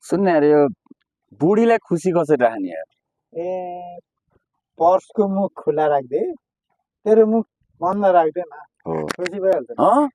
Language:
Nepali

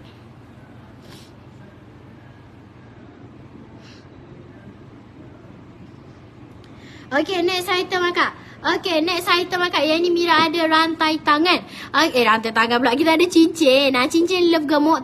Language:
Malay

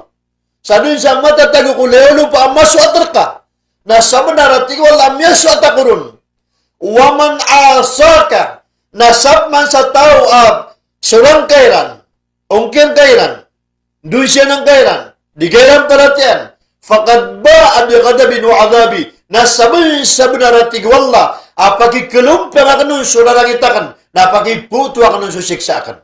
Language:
Maranao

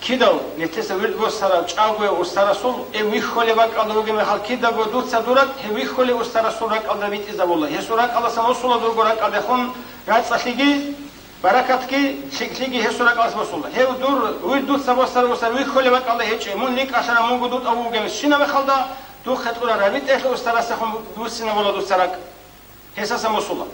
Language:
Avaric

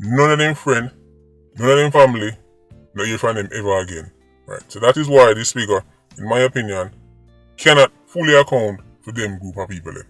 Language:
Jamaican Creole English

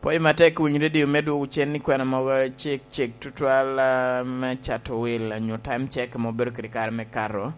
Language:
Lango (Uganda)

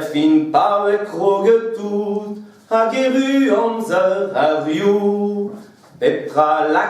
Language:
Breton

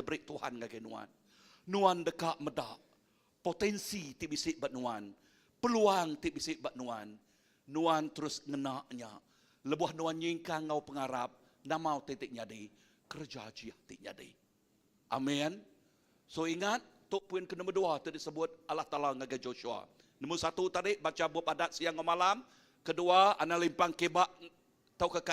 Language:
Iban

